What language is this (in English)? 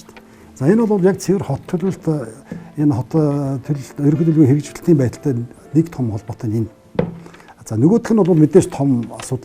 Mongolian